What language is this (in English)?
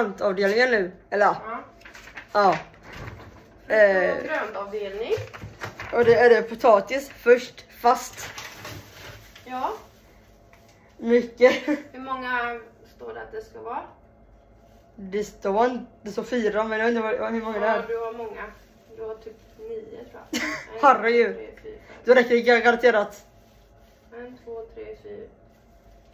Swedish